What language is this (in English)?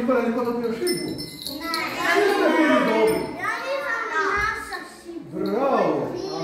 Croatian